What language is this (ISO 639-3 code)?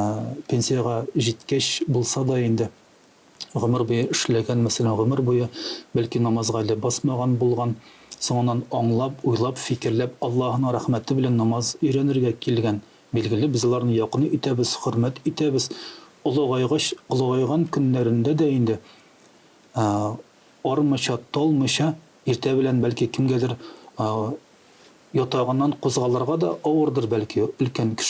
tat